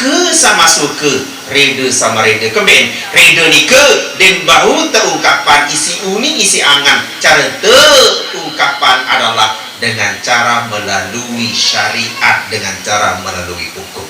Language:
Sasak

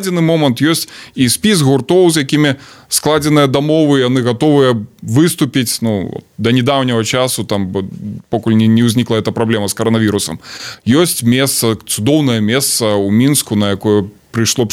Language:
Belarusian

